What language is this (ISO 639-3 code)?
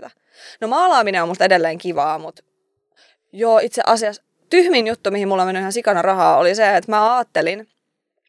fin